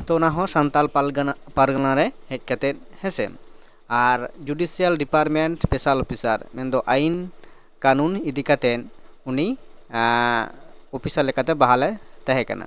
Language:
Santali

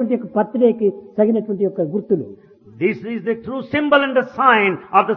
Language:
Telugu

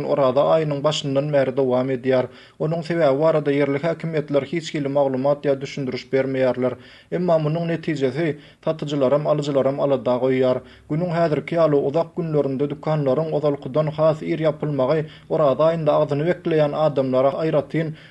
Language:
Turkmen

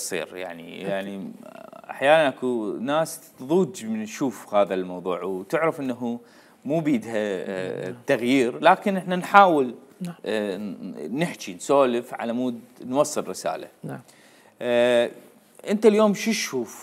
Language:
Mesopotamian Arabic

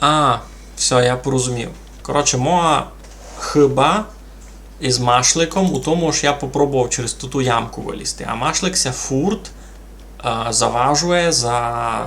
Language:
Rusyn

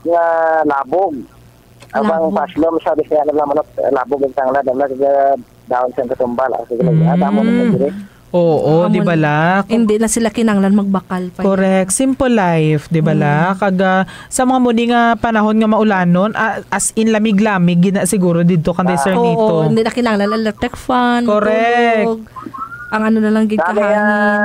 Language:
Hiligaynon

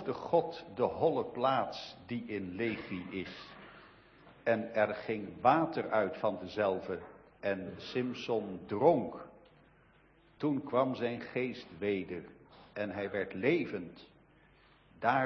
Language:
Dutch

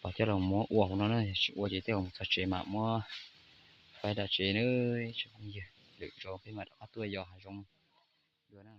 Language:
Hmong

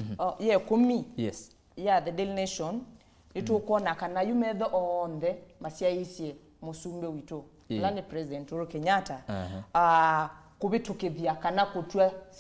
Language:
Kamba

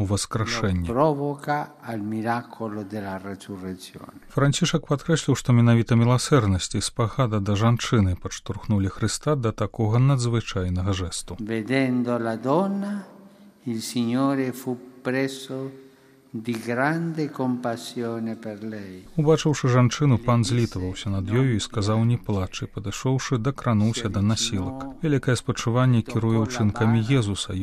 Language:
Belarusian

